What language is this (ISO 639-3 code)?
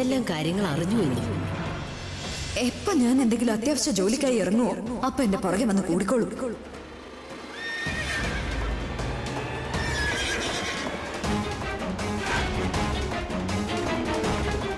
mal